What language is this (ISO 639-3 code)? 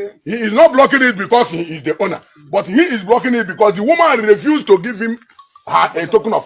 ibo